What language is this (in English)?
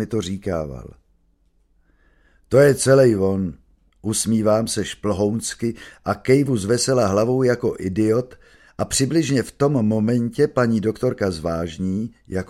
Czech